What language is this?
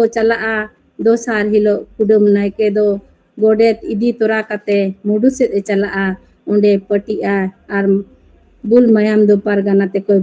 Santali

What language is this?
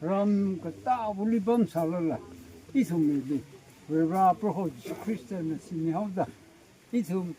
Tangkhul Naga (India)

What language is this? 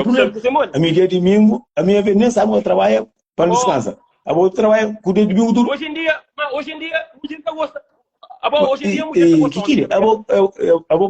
Kabuverdianu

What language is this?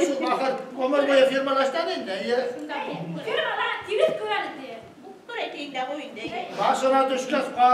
Bashkir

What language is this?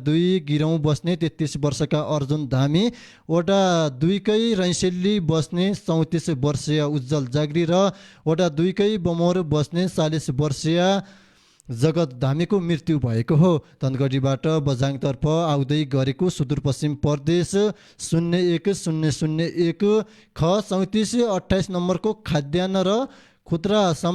Nepali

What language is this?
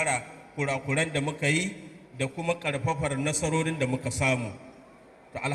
Hausa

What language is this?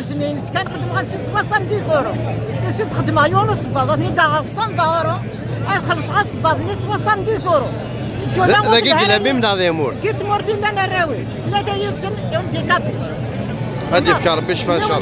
Kabyle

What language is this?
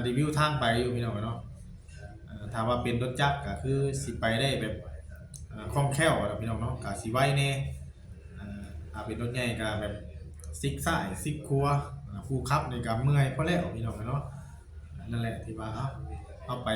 Northeastern Thai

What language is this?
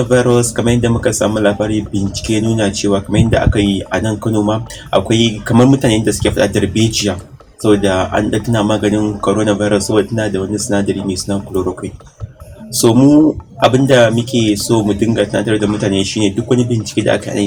Hausa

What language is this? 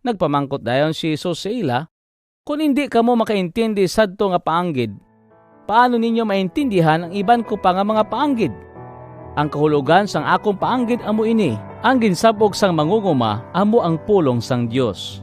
Hiligaynon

